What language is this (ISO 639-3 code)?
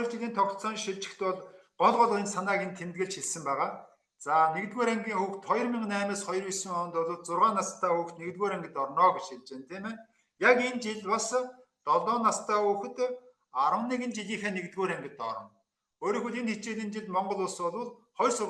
mon